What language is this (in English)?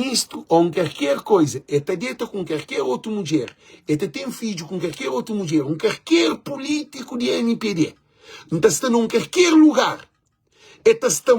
Kabuverdianu